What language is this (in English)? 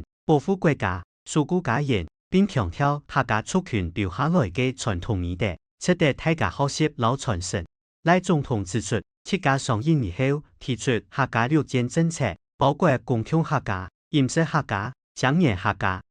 Hakka Chinese